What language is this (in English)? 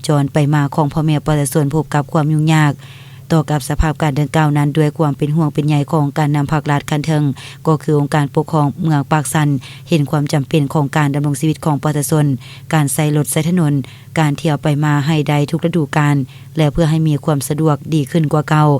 Lao